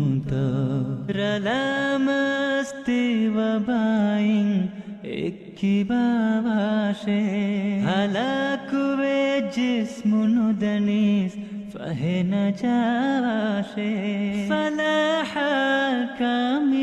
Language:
Divehi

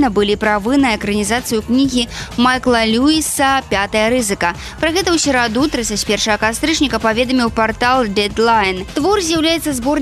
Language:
Belarusian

